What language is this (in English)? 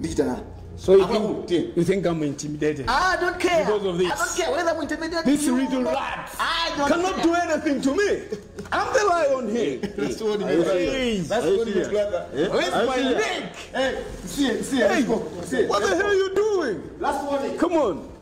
Nyanja